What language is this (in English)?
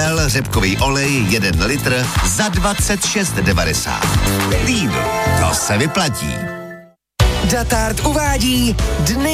Czech